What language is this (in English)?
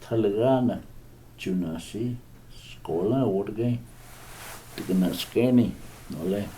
Cherokee